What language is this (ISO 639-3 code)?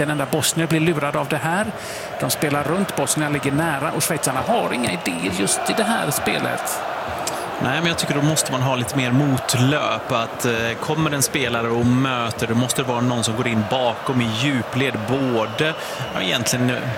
swe